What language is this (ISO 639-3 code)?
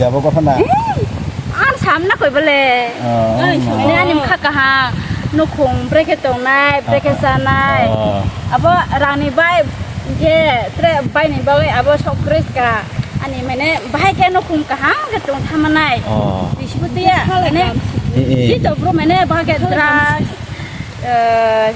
trp